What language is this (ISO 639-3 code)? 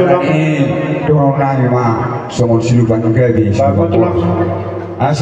bbc